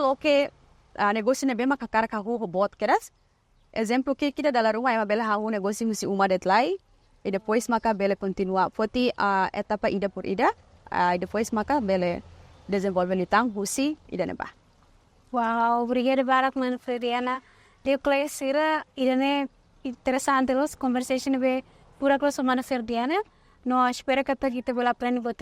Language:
Tetum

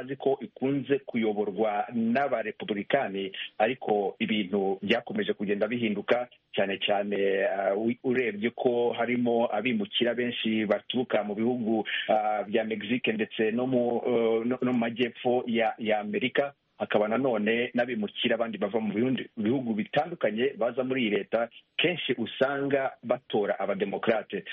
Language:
Kinyarwanda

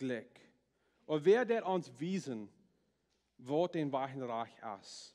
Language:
Plautdietsch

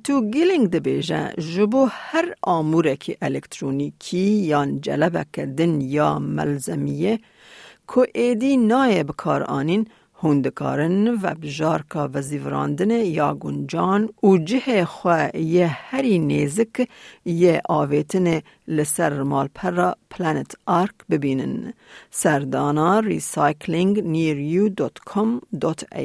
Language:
Kurdish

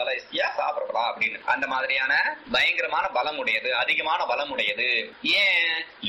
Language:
Tamil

